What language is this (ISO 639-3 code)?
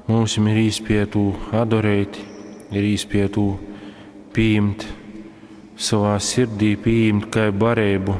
ltg